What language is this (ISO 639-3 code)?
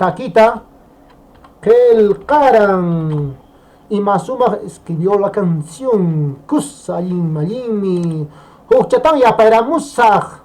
que